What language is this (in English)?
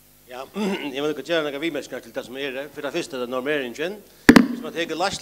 Faroese